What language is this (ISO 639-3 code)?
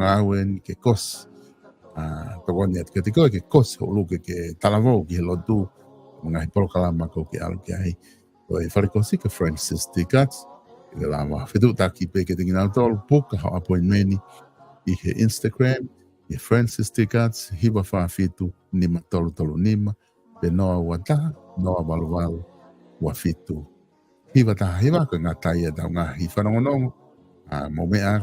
ton